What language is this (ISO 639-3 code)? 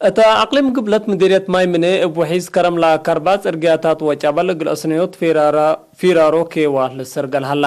tig